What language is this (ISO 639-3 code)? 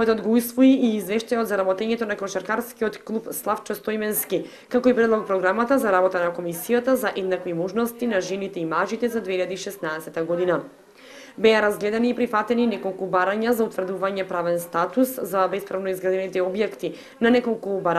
mkd